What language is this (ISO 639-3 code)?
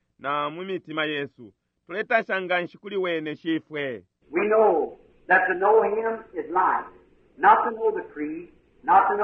bem